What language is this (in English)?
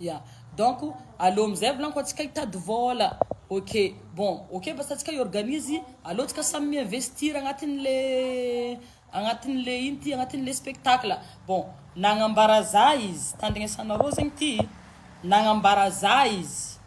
Malagasy